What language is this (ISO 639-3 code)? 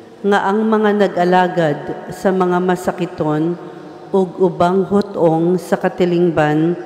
ceb